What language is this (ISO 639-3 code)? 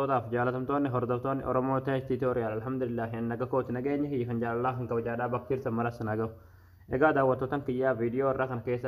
orm